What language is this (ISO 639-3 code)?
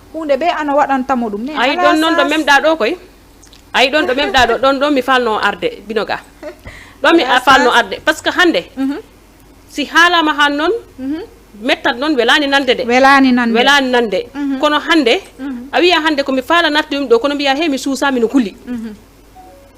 ful